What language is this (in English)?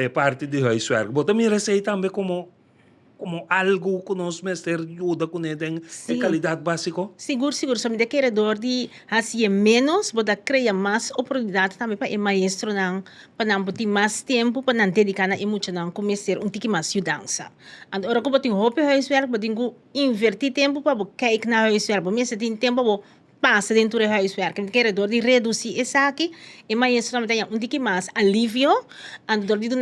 Papiamento